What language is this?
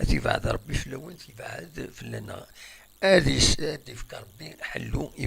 Kabyle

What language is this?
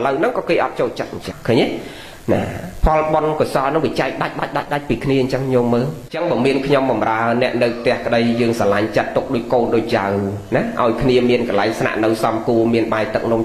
Khmer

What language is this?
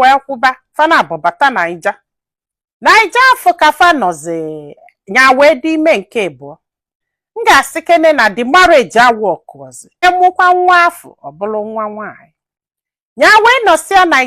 Igbo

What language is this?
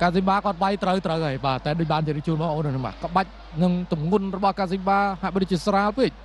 Khmer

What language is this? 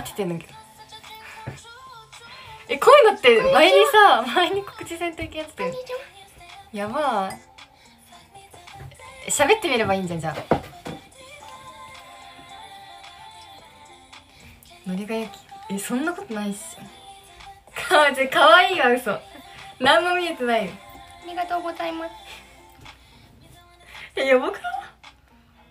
Japanese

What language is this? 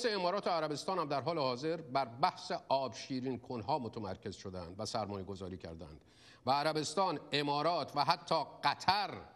Persian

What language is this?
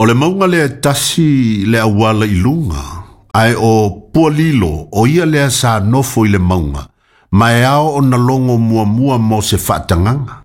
Samoan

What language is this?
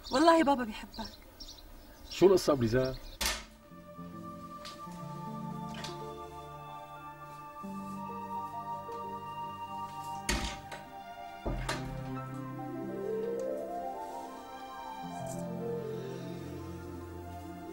North Levantine Arabic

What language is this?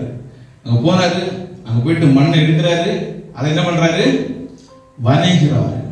Tamil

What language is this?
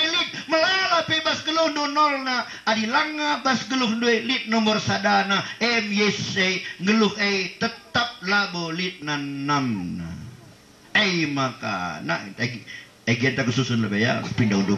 Batak Karo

